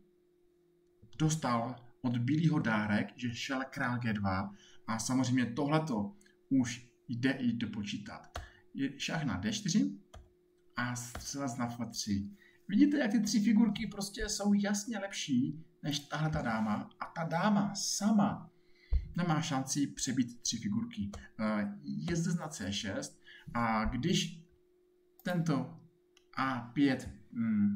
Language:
Czech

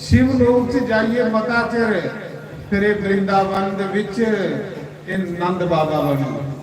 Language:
Dogri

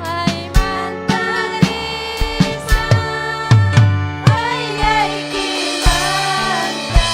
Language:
Ayacucho Quechua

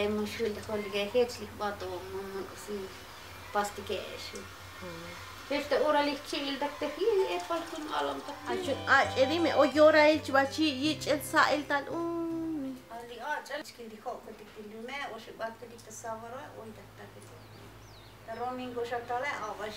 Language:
Tzotzil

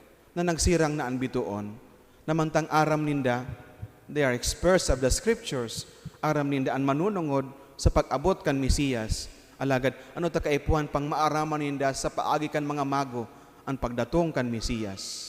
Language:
Bikol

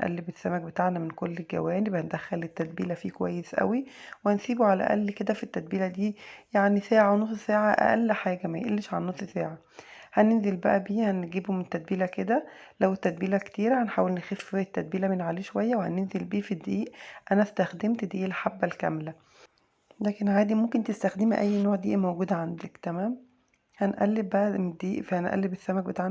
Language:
Egyptian Arabic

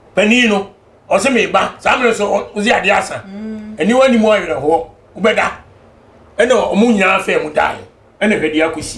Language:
Akan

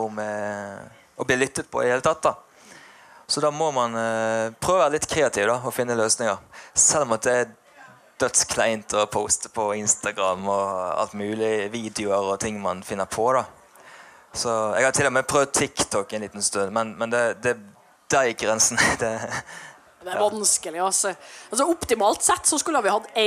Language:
Norwegian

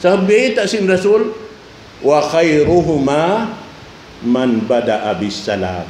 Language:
Tausug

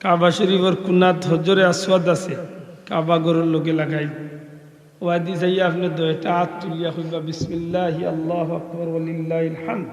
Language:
Sylheti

